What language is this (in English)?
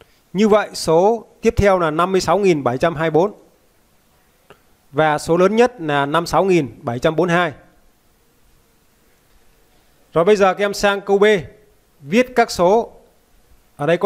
Vietnamese